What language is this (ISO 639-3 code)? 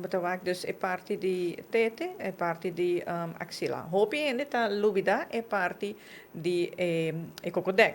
pap